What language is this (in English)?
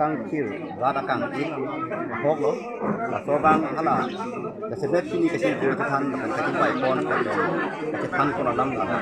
Karbi